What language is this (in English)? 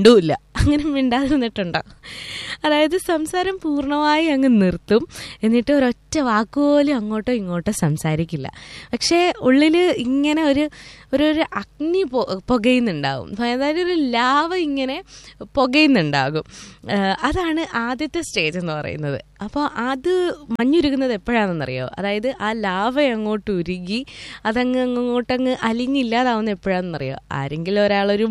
Malayalam